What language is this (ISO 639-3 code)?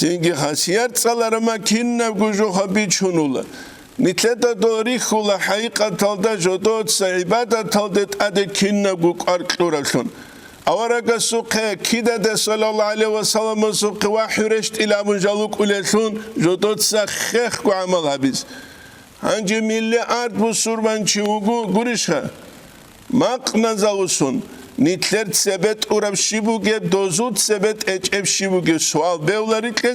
ava